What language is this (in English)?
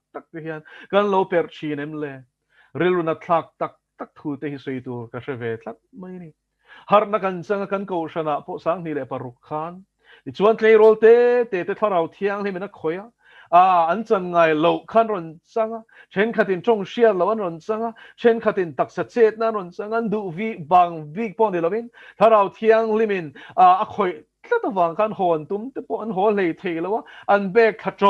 Mizo